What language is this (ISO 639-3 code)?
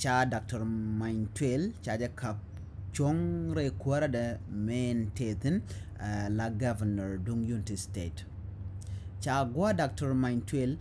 nus